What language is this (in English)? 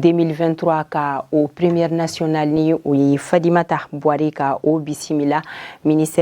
Bambara